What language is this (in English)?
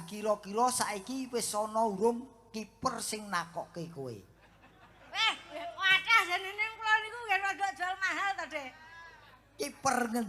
Javanese